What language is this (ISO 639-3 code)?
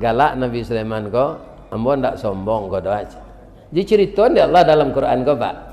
min